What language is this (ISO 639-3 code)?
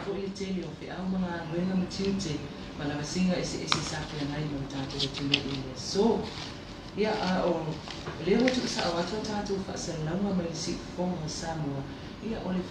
smo